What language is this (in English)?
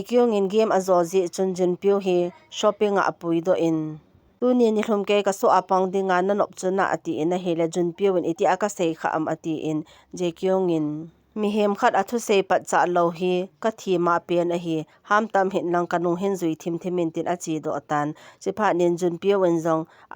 Thado Chin